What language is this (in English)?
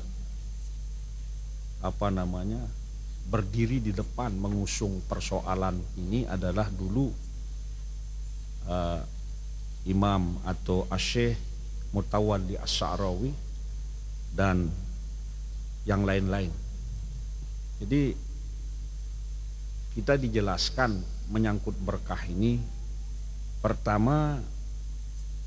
Indonesian